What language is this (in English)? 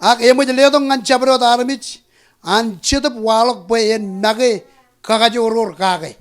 Marshallese